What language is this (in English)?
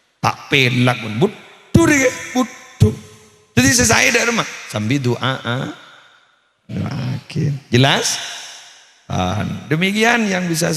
Madurese